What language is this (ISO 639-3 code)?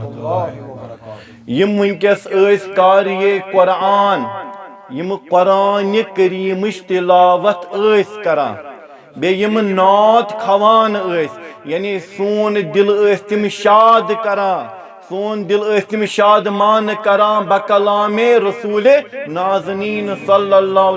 kas